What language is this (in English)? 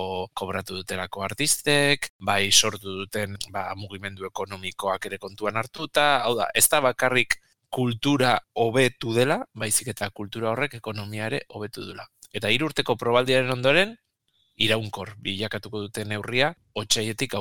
Basque